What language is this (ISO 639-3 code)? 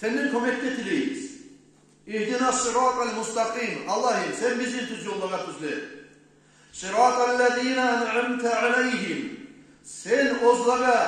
kum